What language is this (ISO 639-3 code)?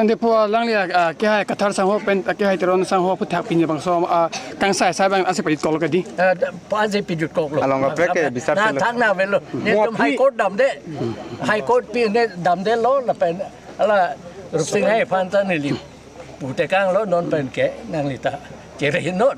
mjw